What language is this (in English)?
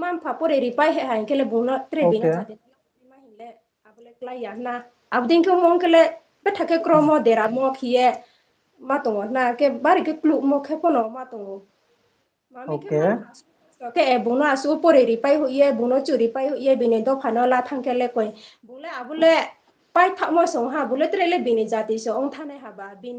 Riang (India)